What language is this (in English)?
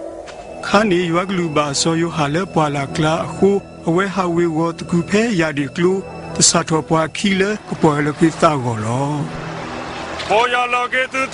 S'gaw Karen